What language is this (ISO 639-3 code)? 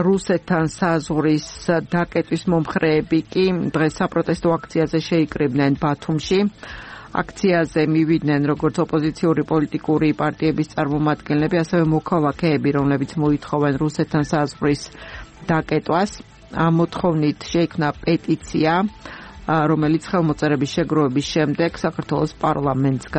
kat